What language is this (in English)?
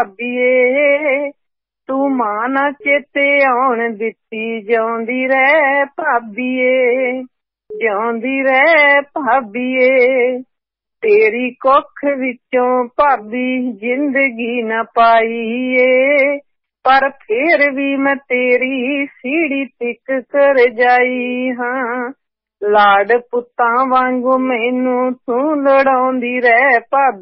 Punjabi